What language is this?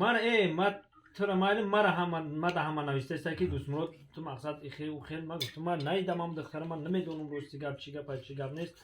Tajik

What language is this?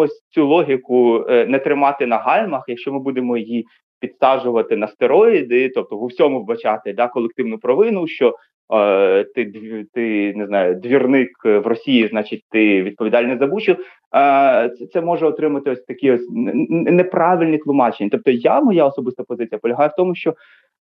Ukrainian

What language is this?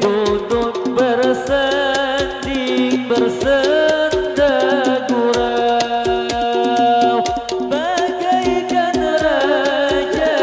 Banjar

